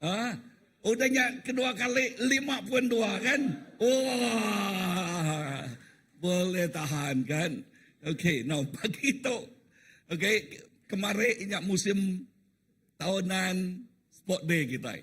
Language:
Iban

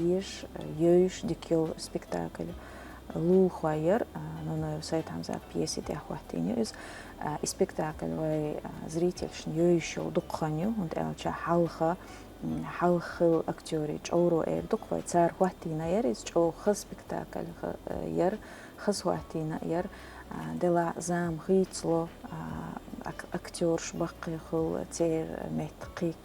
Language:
Chechen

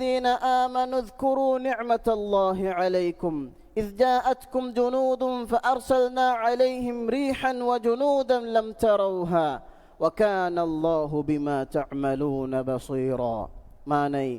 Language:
Divehi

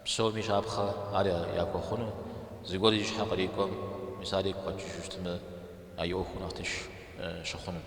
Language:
Kabardian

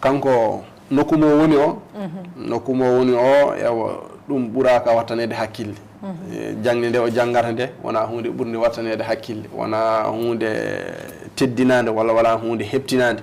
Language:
Fula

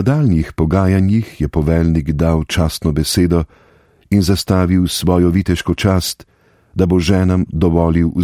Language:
Slovenian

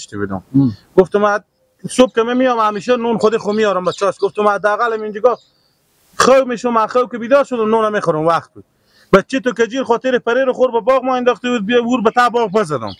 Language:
Persian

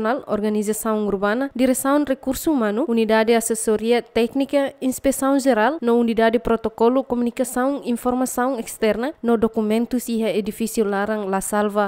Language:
Tetum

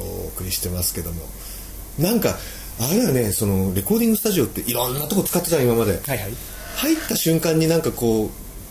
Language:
Japanese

